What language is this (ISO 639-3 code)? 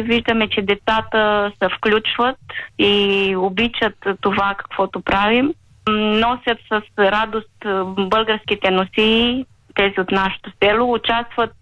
bul